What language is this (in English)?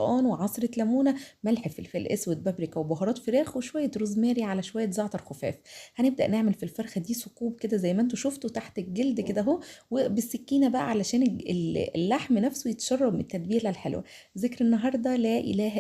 Egyptian Arabic